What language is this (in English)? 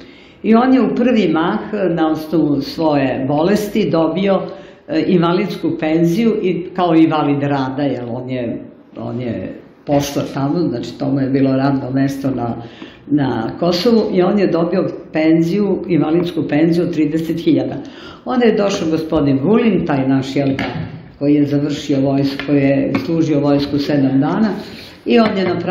Serbian